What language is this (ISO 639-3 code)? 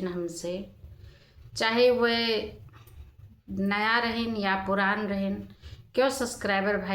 awa